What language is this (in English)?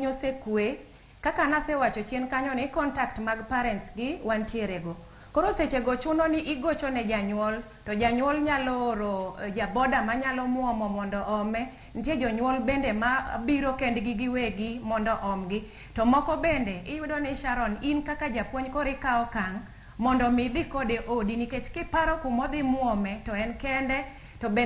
Luo (Kenya and Tanzania)